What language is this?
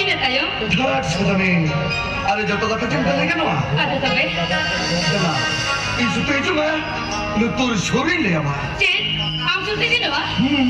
Santali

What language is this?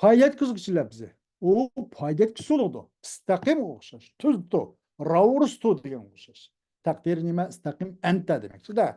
Uyghur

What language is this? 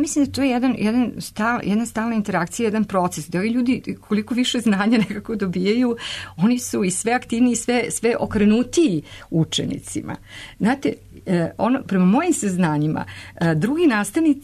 Serbian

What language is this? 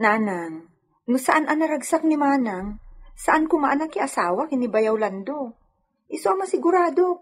Iloko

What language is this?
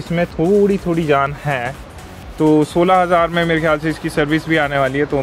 Hindi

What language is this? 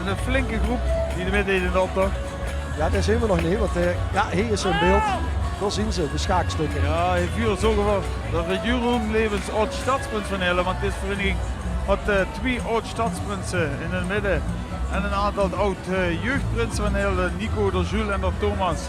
Limburgish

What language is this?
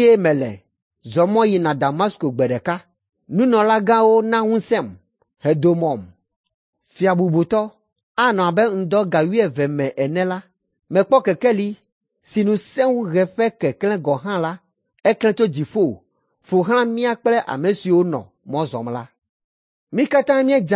Ewe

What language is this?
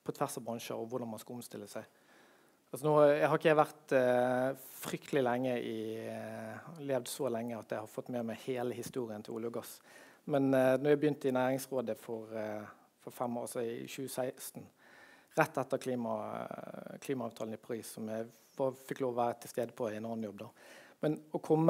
Norwegian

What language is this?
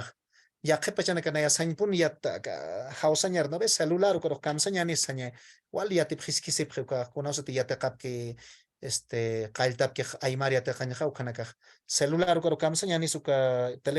Aymara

